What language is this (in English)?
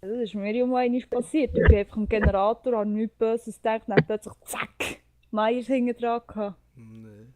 Swiss German